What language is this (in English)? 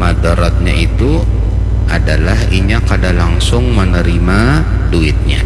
Banjar